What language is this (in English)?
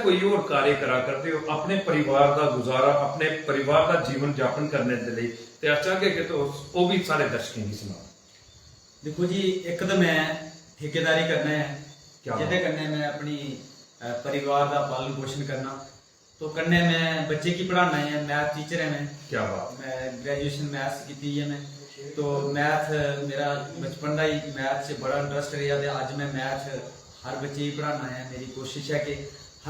Dogri